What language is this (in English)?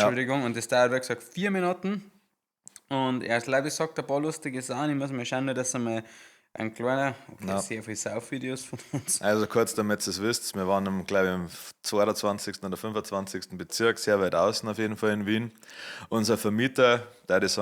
Bavarian